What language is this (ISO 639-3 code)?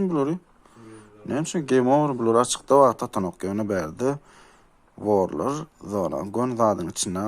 tuk